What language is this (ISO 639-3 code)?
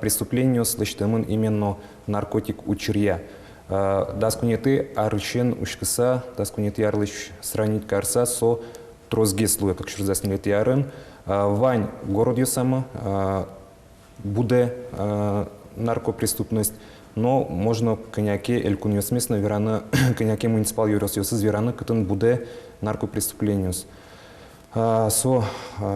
udm